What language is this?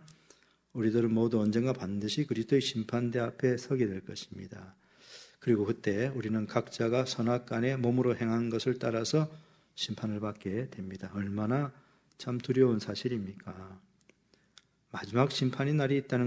Korean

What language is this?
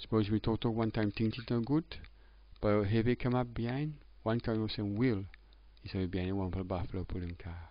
Tok Pisin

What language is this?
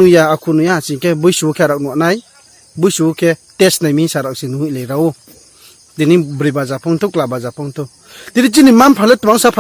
Riang (India)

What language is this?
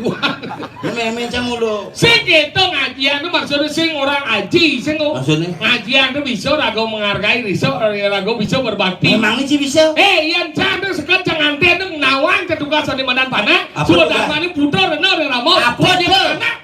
Balinese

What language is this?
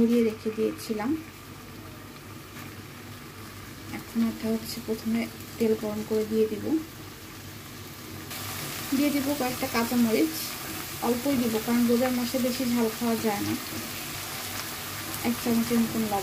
Bangla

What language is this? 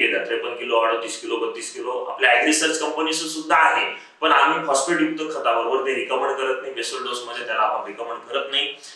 Marathi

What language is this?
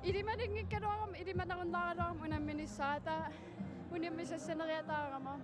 Kalaallisut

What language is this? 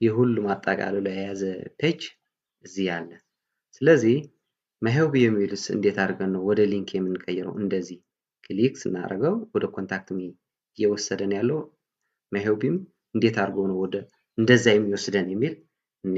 Amharic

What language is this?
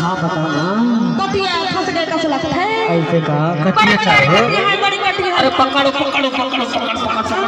Chhattisgarhi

